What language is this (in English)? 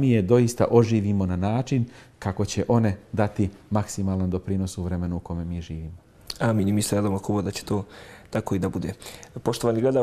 Bosnian